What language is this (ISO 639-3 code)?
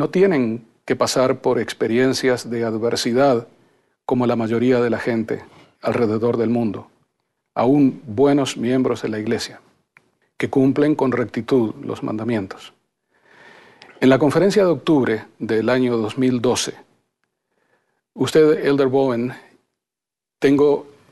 spa